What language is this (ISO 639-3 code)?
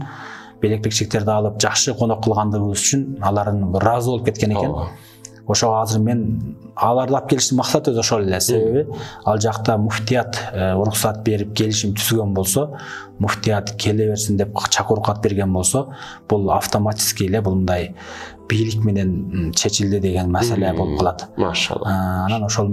kir